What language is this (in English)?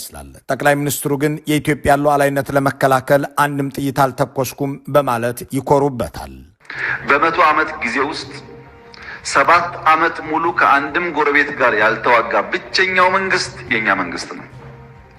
Amharic